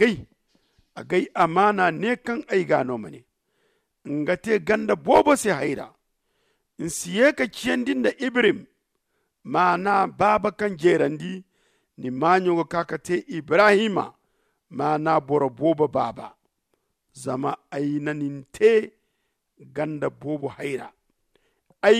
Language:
Zarma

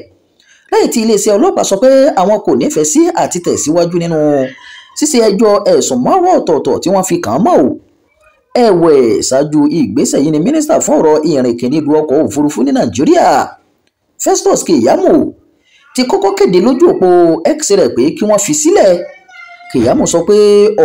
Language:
Yoruba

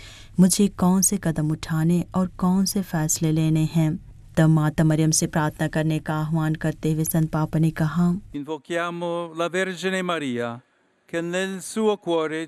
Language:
Hindi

